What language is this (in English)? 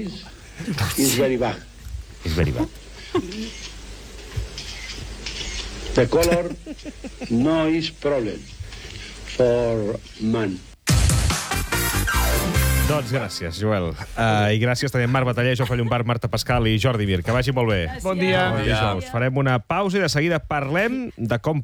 Catalan